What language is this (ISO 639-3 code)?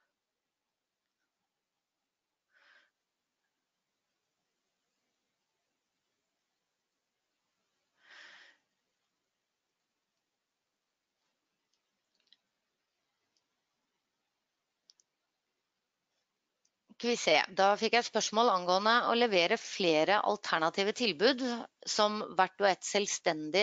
nor